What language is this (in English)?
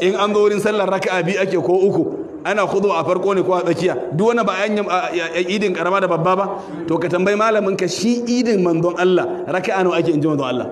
Hausa